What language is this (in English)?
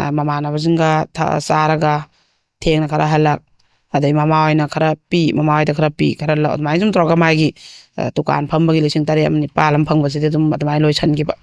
Manipuri